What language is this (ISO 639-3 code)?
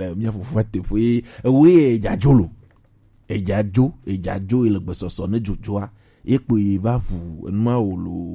gej